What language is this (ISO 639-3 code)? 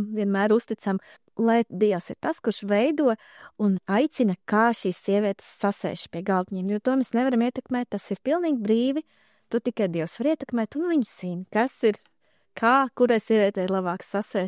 lav